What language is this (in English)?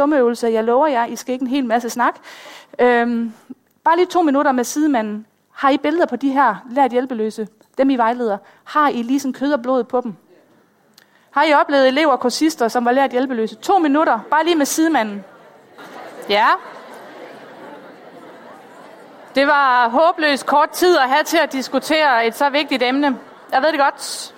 Danish